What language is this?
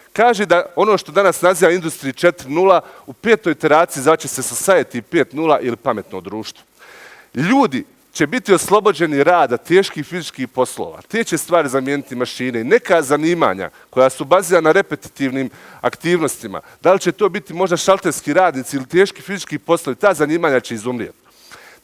Bosnian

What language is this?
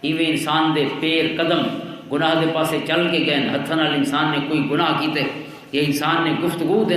Western Panjabi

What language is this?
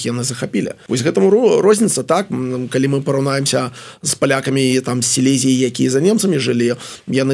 Belarusian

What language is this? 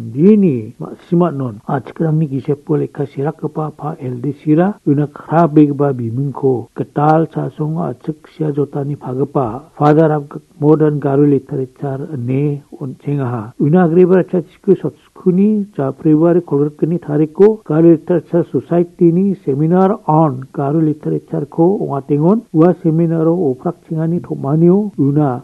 Garo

